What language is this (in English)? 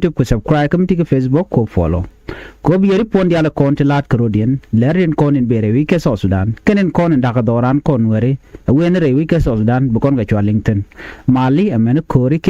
Nuer